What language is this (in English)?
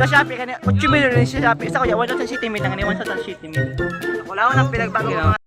Bikol